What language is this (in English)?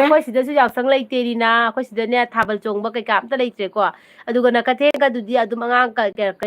Manipuri